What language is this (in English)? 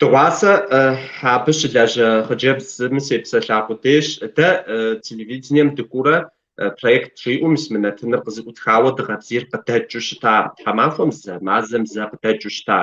Kabardian